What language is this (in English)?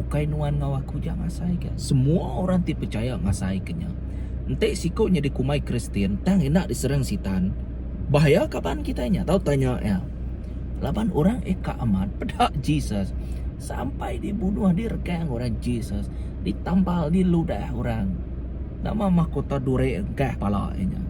Iban